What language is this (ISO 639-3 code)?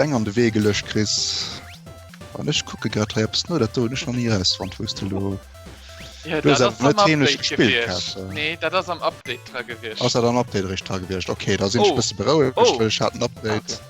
ltz